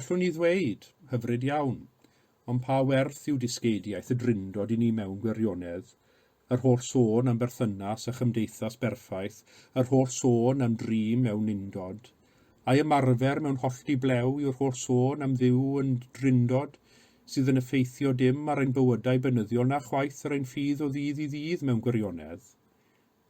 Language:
Welsh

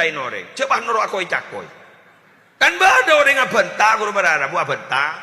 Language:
Madurese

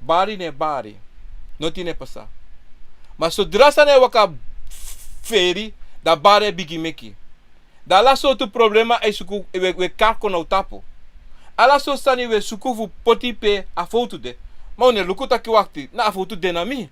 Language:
Sranan Tongo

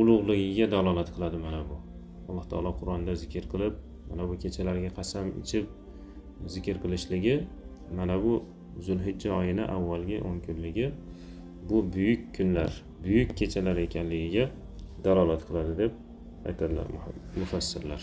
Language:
Uzbek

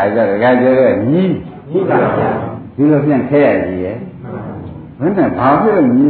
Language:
Burmese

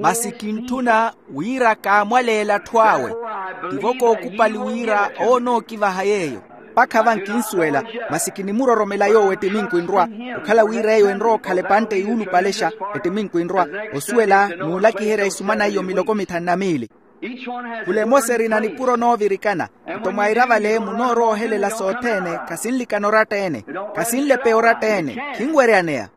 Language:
Makhuwa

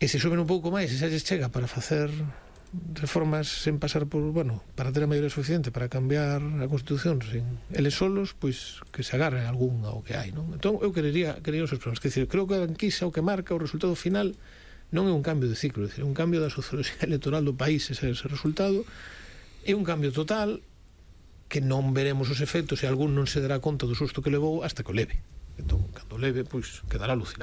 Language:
Galician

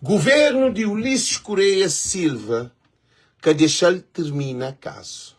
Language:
Kabuverdianu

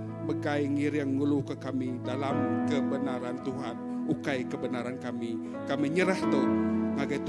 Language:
Iban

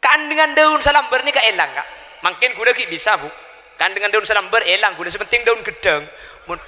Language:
Madurese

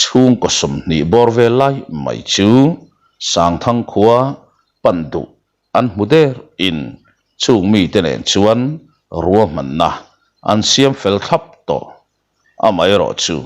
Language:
Mizo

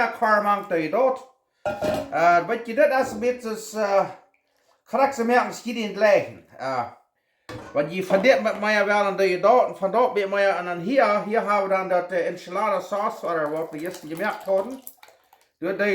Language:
Plautdietsch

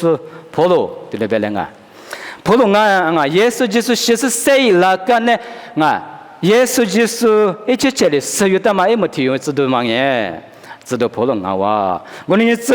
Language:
Lisu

